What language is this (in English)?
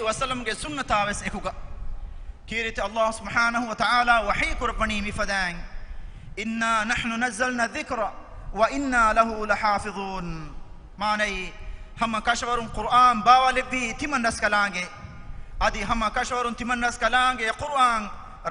Divehi